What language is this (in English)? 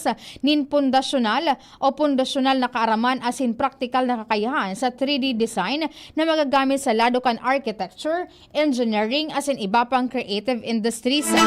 Bikol